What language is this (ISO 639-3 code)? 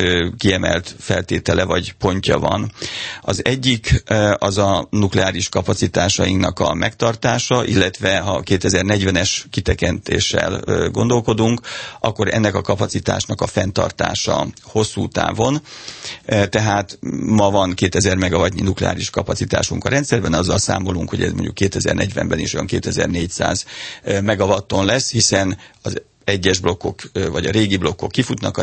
hun